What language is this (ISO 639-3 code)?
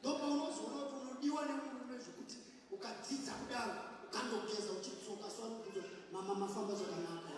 sna